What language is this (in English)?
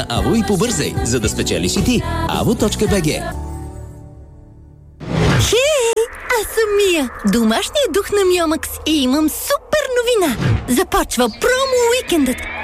Bulgarian